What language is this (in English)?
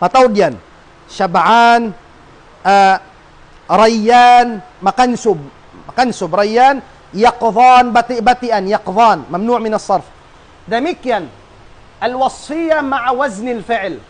Tausug